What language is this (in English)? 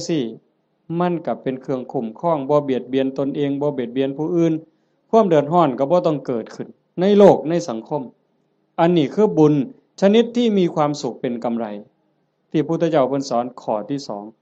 Northeastern Thai